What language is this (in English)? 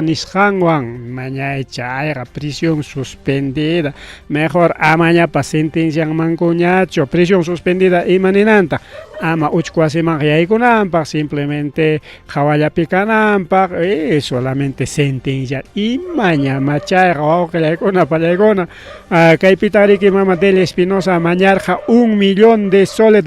Ayacucho Quechua